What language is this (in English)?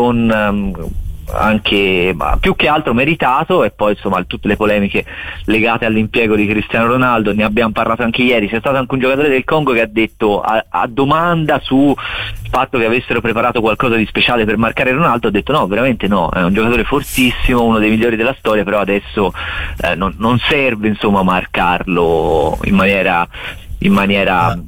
Italian